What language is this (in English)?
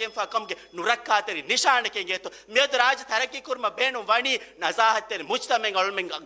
Divehi